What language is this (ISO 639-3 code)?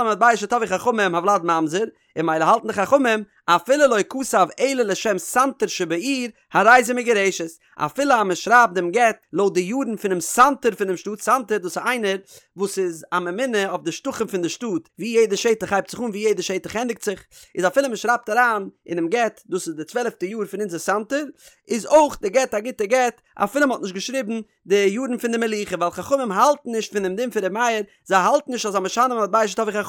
yid